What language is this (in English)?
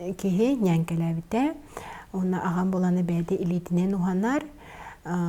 Yakut